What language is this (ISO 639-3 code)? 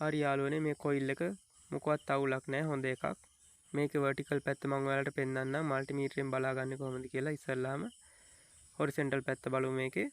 sin